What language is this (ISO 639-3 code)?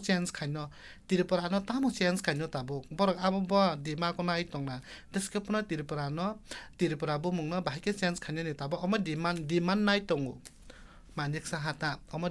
trp